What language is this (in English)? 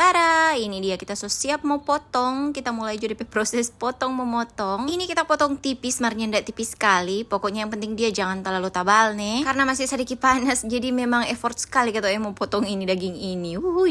Manado Malay